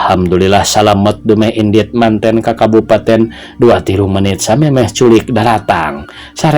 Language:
Sundanese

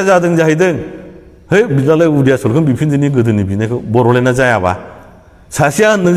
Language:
Bodo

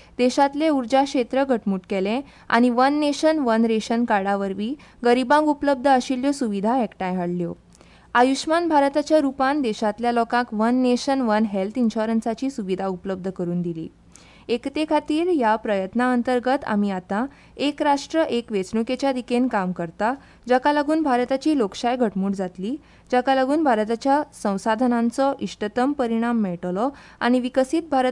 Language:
Konkani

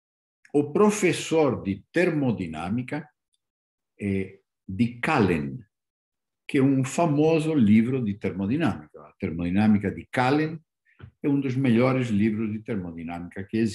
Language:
Portuguese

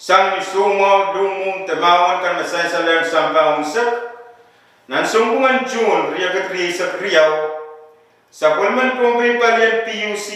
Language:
Pohnpeian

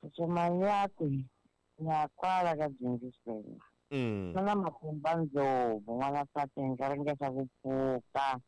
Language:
Tsonga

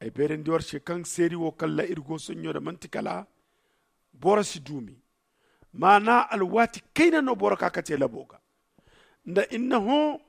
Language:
Zarma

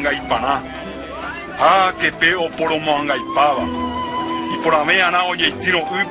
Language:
Guarani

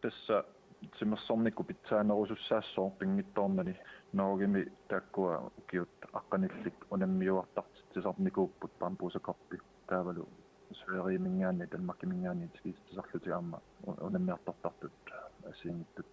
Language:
Kalaallisut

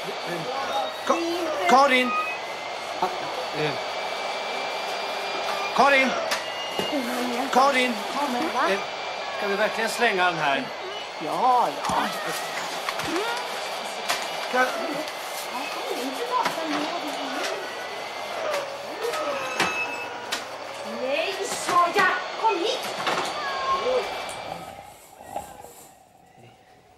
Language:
Swedish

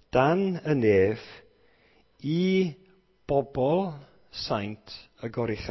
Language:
Welsh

